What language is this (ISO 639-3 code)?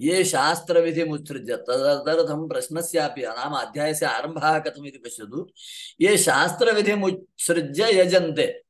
san